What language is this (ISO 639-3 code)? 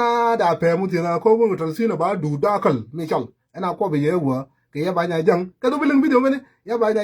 nus